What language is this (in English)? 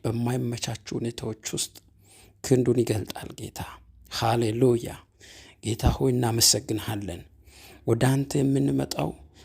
Amharic